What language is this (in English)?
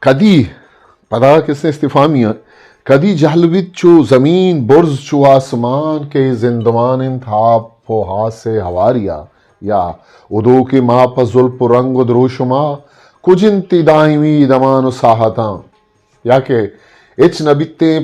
Eastern Balochi